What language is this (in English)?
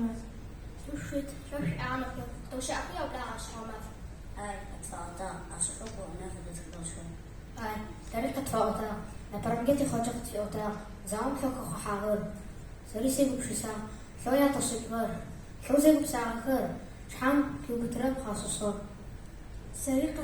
Adyghe